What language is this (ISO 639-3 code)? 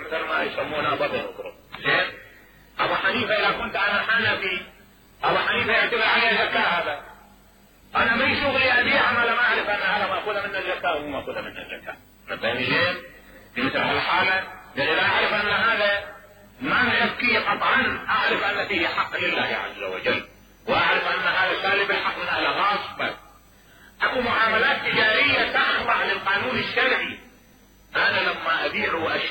acm